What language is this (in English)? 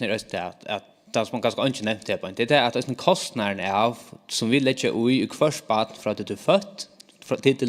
Faroese